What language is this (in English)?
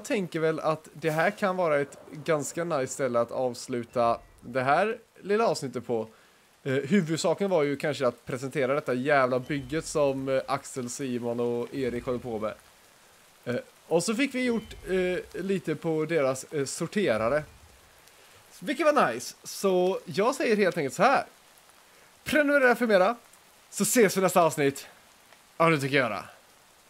Swedish